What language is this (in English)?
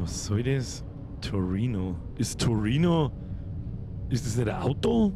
Bavarian